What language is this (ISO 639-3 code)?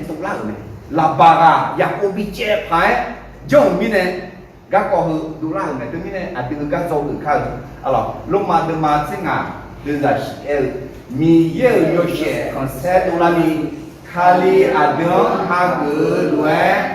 ahk